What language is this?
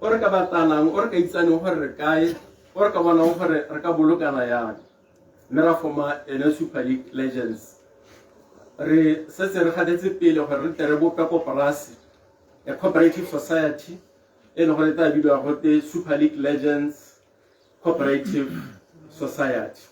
Tswana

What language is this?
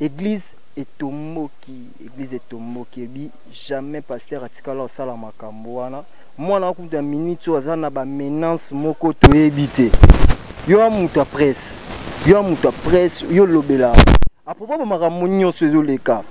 Lingala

